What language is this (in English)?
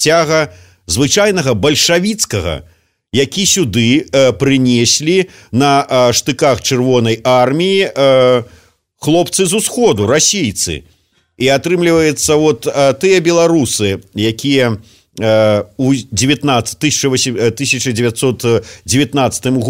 Belarusian